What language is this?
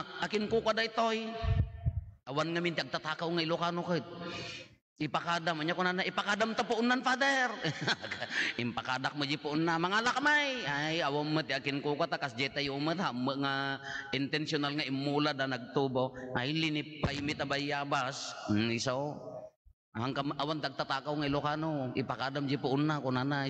Iloko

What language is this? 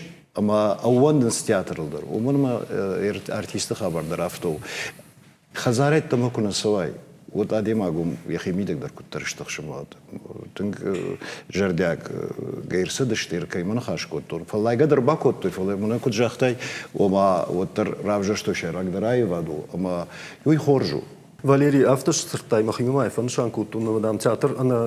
Ossetic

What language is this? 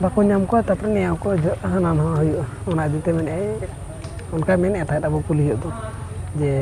Santali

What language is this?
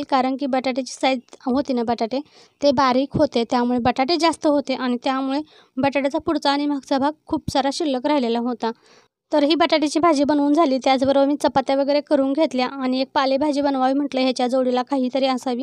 Marathi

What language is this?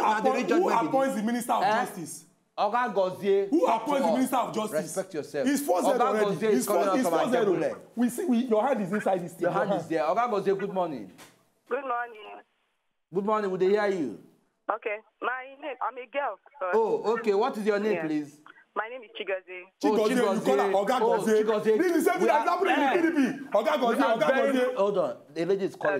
Nigerian Pidgin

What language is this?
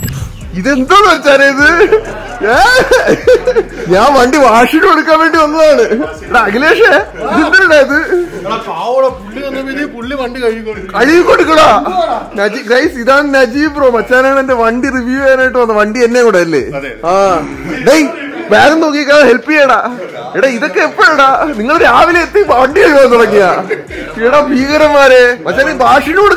Malayalam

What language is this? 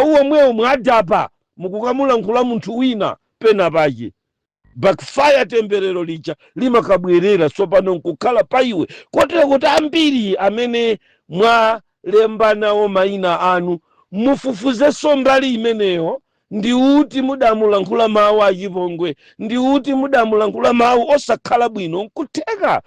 Nyanja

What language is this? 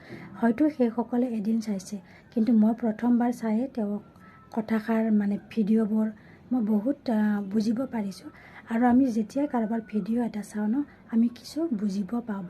Assamese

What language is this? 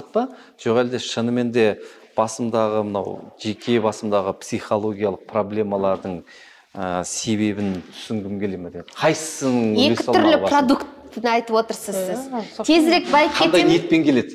Kazakh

